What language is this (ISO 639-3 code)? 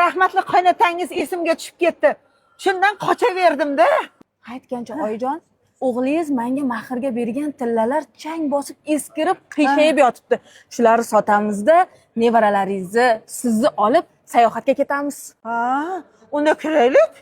uzb